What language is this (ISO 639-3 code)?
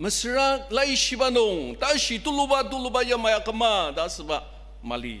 njo